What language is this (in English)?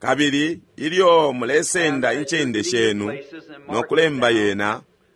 Bemba